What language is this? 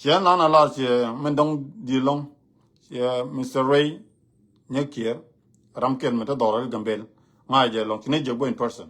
Nuer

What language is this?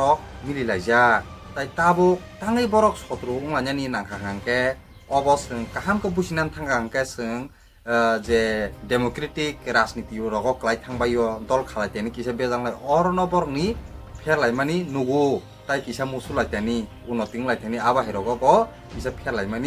Kok Borok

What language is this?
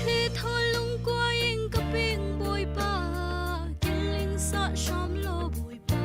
Falam Chin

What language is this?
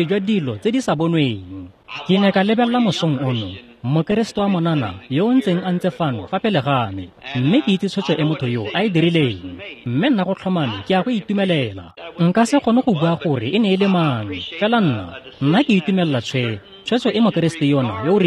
Tswana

